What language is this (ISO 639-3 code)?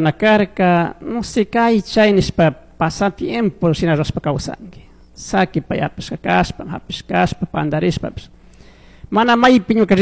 qug